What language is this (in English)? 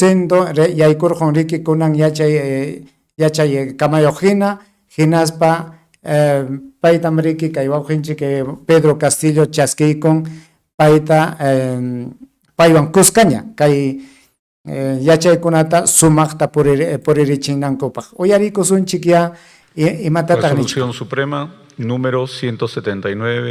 Ayacucho Quechua